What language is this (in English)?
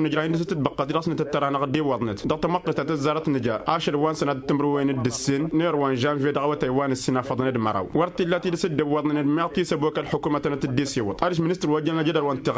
Tamasheq